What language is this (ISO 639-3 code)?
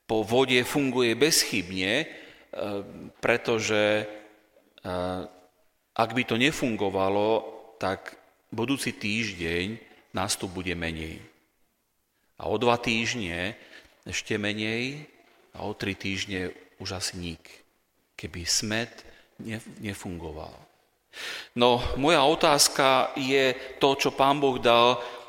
slk